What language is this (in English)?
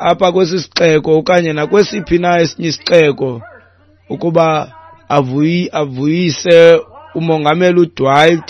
Xhosa